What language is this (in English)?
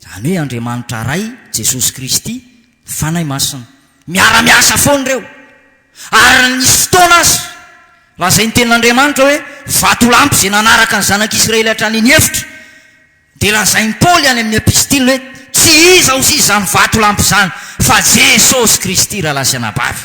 Malagasy